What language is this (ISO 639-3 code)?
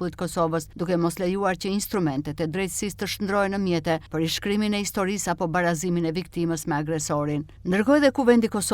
sqi